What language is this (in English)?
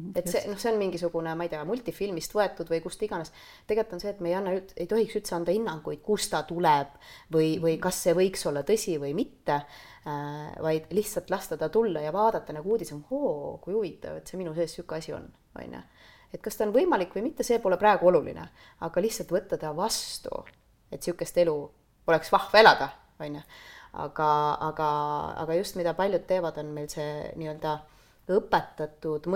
Estonian